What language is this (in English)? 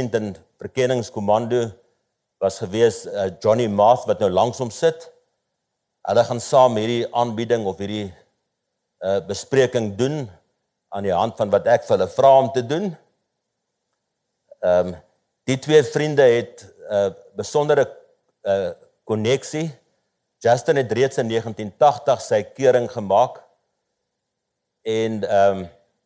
Afrikaans